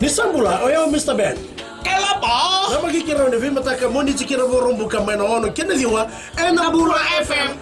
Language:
Fijian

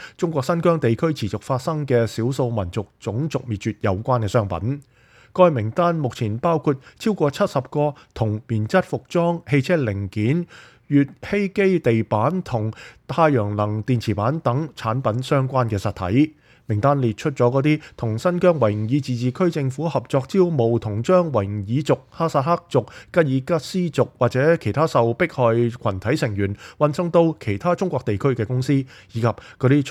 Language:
Cantonese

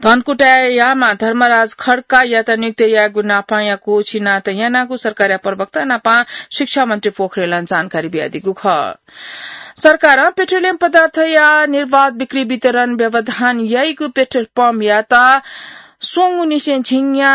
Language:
Newari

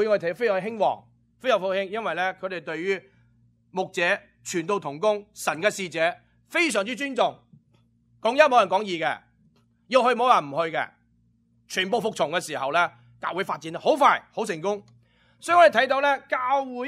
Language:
Cantonese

